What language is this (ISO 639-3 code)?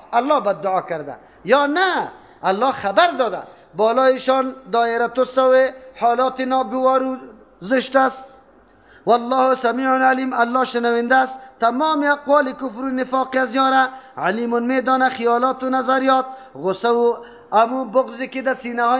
fas